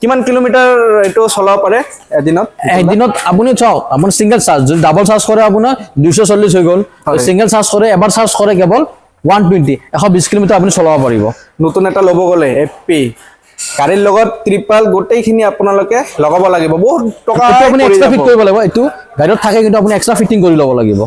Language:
Assamese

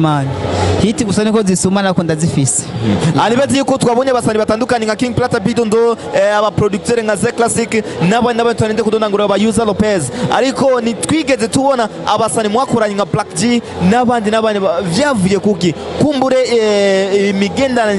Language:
Rundi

